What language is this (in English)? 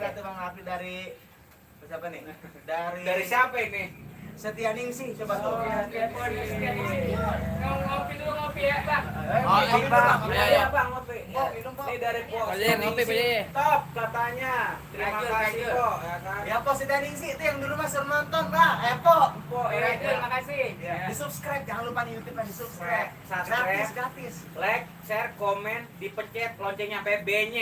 Betawi